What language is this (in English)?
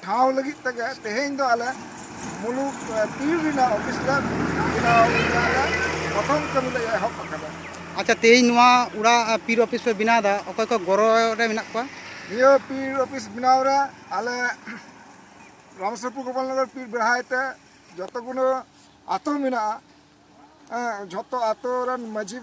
Santali